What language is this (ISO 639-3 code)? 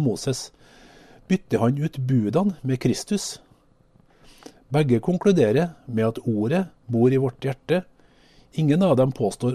nor